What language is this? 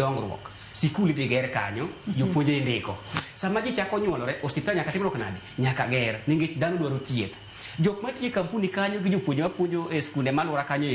Luo (Kenya and Tanzania)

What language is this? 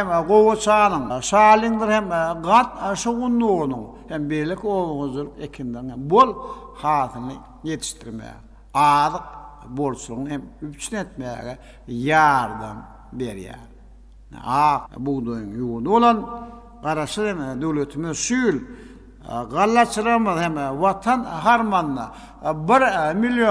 Turkmen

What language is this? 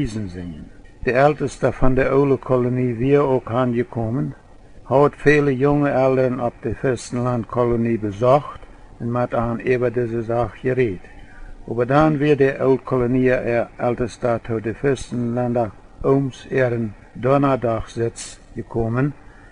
Plautdietsch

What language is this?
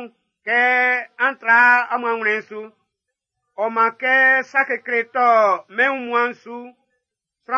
Baoulé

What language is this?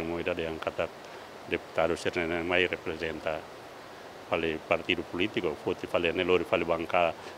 Tetum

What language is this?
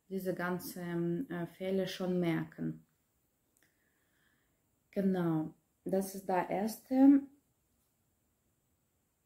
German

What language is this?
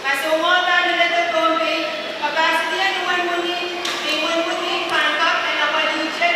Pohnpeian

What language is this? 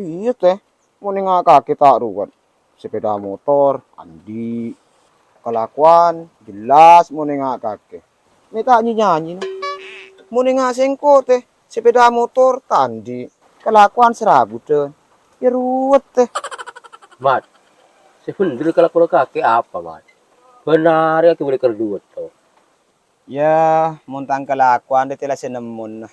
Madurese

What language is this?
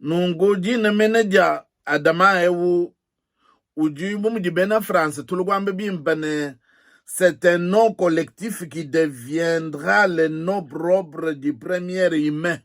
Luba-Lulua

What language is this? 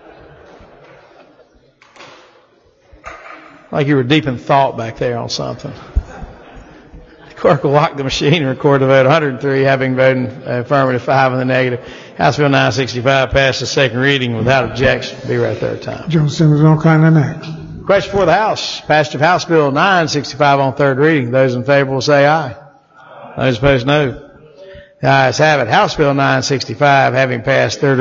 English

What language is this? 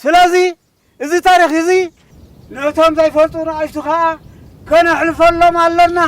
Tigrinya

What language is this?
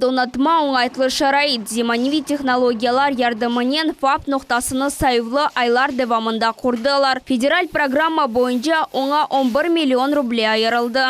Crimean Tatar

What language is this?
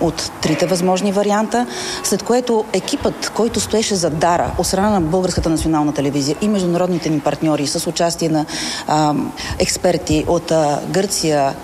Bulgarian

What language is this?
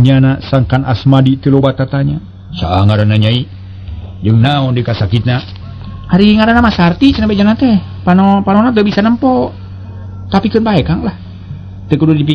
Sundanese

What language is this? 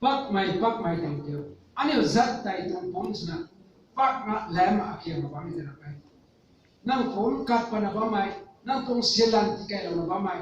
Rongmei Naga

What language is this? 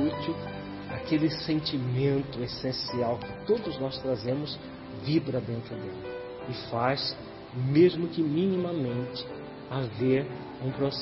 Portuguese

